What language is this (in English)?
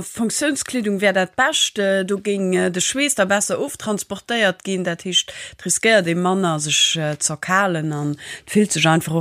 Luxembourgish